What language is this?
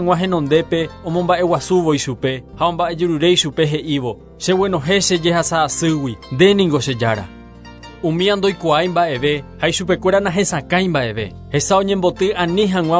Guarani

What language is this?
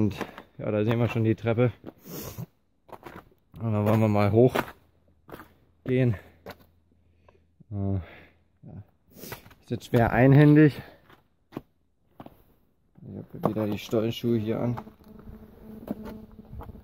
German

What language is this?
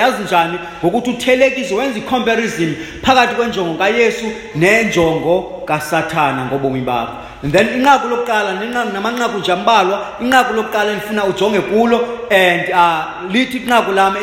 Xhosa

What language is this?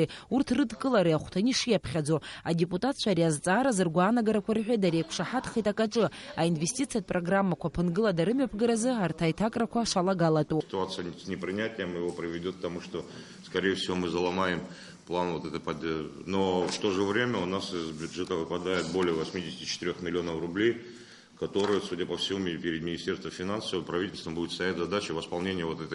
Abkhazian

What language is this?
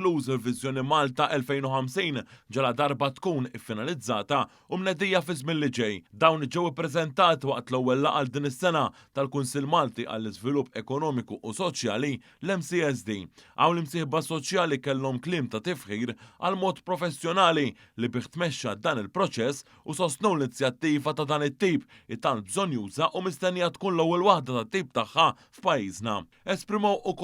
Maltese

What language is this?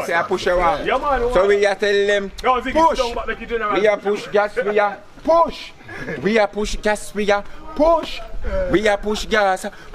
Jamaican Creole English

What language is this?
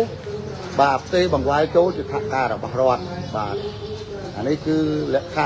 Khmer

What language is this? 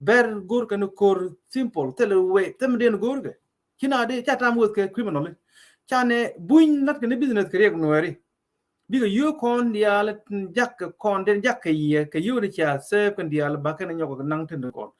Nuer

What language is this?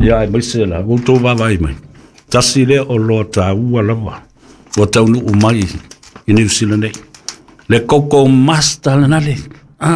Samoan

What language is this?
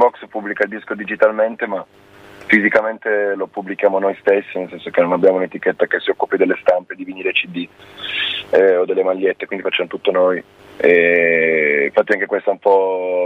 Italian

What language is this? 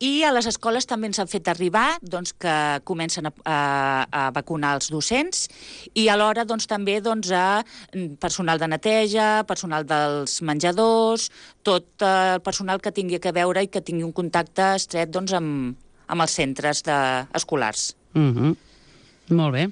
Catalan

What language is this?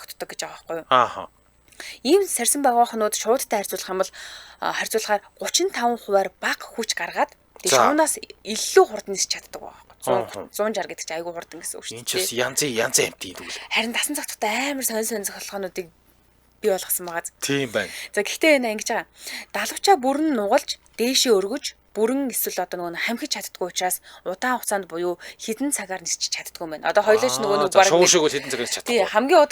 Mongolian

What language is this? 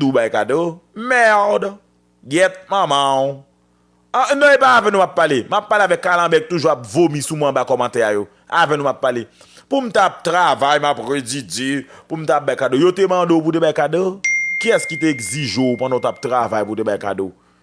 Haitian Creole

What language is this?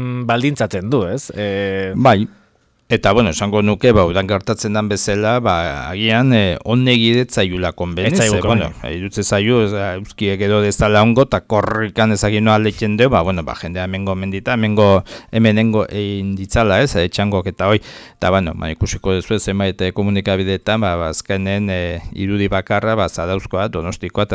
Basque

